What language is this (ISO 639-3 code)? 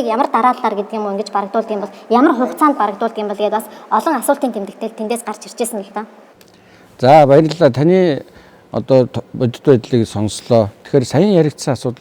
mon